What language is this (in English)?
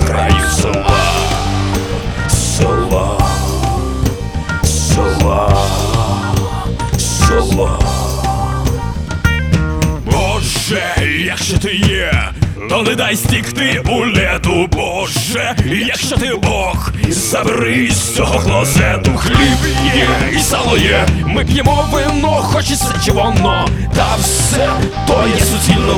Ukrainian